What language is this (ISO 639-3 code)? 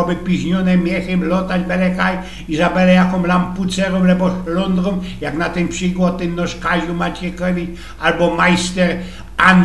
szl